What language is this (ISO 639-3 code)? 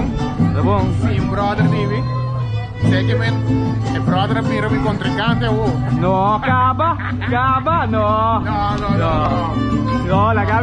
pap